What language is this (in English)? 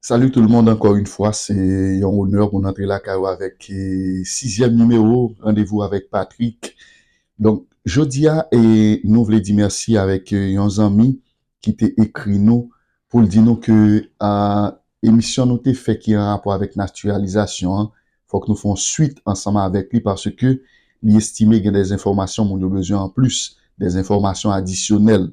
Haitian Creole